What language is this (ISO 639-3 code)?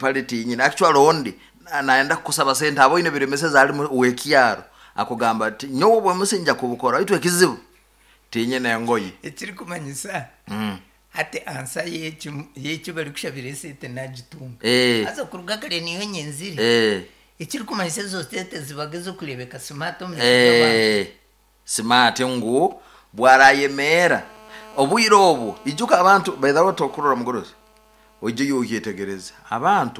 nyn